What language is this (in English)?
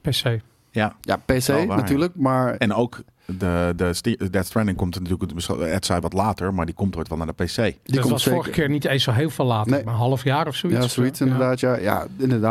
Dutch